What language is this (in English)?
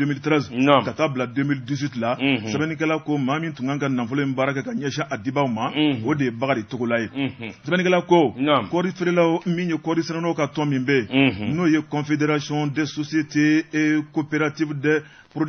Bambara